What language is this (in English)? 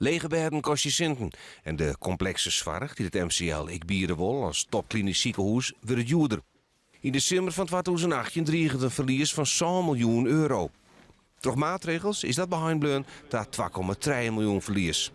Western Frisian